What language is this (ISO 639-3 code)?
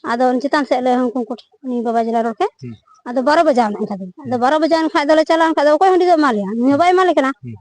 sat